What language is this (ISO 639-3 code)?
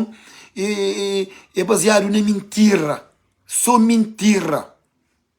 kea